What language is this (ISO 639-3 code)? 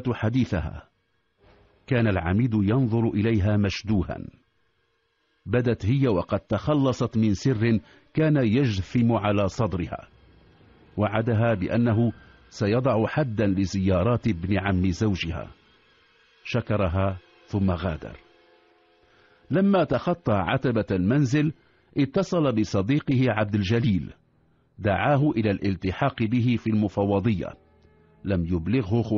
ara